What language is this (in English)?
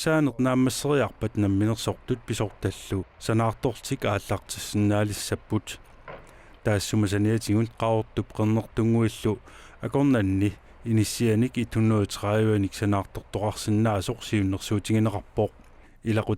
Kalaallisut